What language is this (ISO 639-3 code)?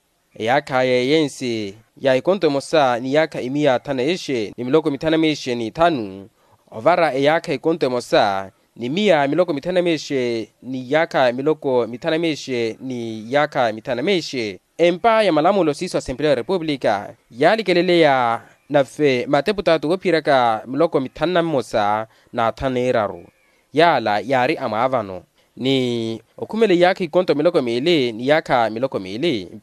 vmw